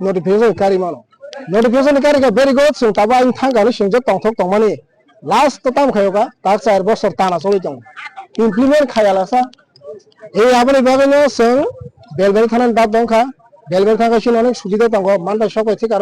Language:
Kok Borok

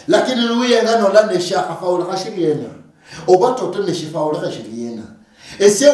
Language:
Luyia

